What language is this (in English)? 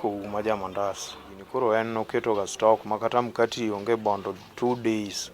Luo (Kenya and Tanzania)